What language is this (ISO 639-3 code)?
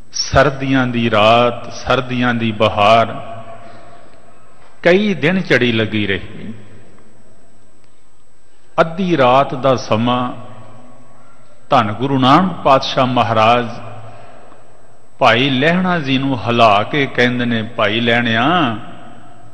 pan